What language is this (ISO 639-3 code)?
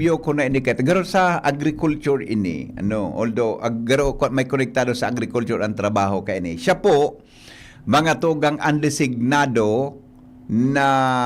bik